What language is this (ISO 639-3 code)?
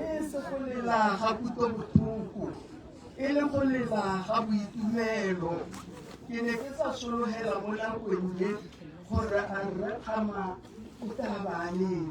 tsn